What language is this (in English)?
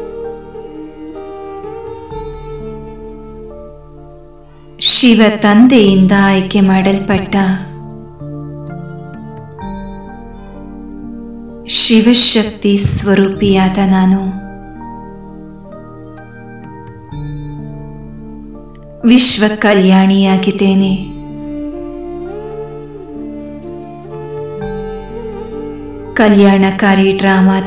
Kannada